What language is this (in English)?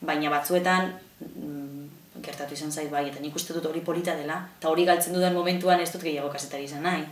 Basque